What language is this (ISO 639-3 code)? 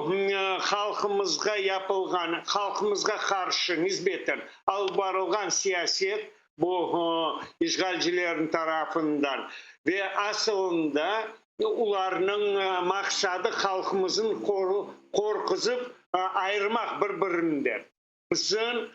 crh